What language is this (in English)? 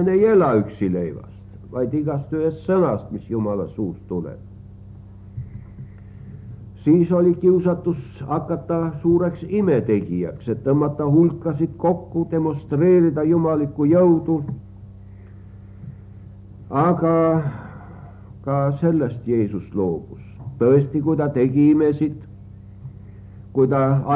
Estonian